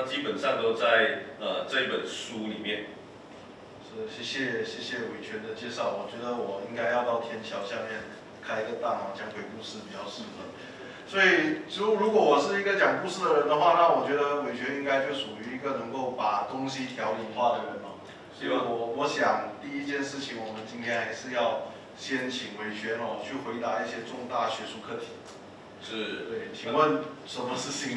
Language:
Chinese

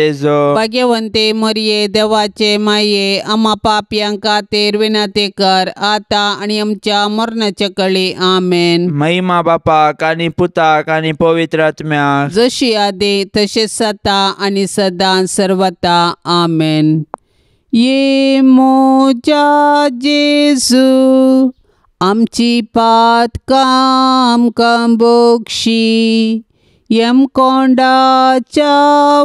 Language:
Konkani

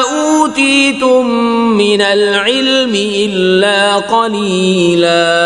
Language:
Kashmiri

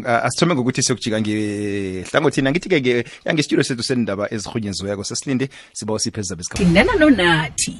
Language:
South Ndebele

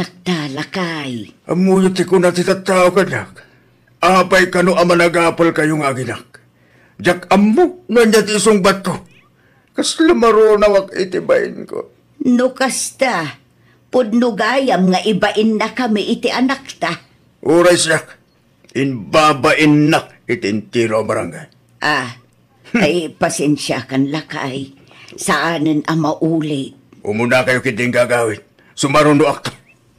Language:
Iloko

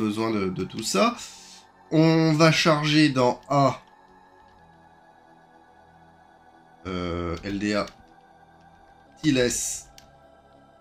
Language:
French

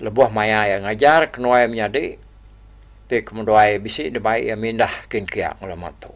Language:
Iban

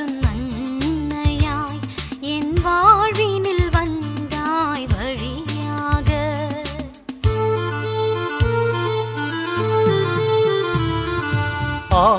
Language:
Tamil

